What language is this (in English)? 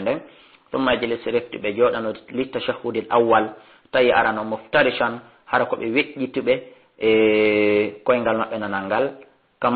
Fula